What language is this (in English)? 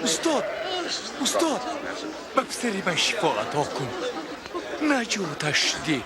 Tajik